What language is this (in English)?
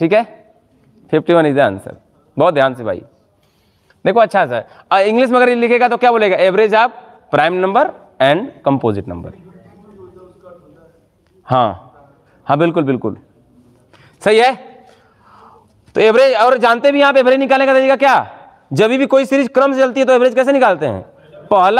Hindi